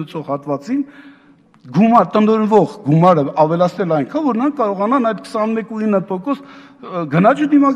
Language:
Armenian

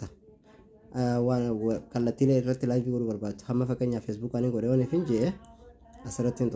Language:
Oromo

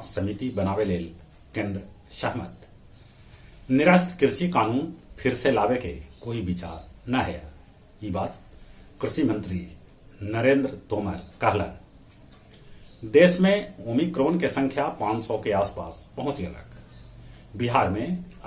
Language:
Magahi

